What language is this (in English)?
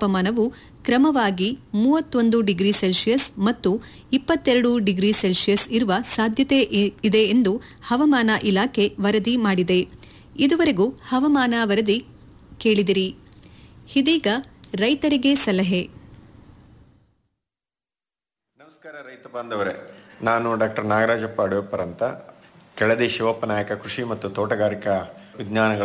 Kannada